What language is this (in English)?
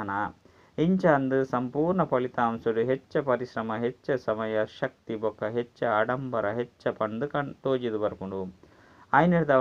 Tulu